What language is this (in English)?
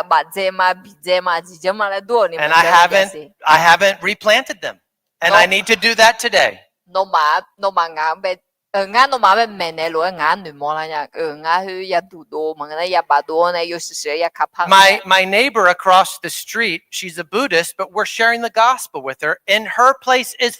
Akha